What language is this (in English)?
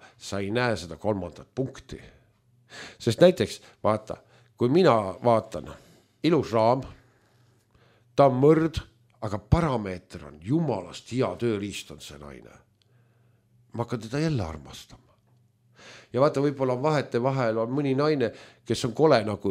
Estonian